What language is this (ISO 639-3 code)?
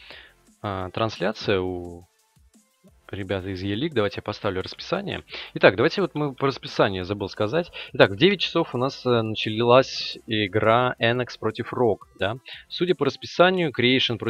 rus